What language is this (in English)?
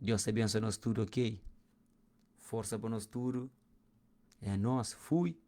Kabuverdianu